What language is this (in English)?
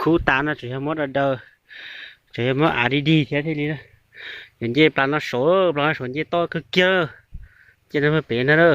Hmong